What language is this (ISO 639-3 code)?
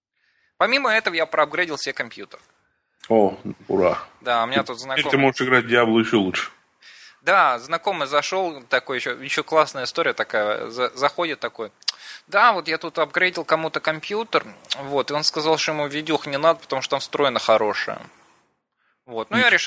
rus